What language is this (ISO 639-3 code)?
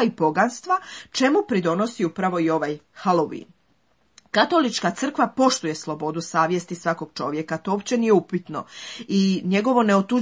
hrv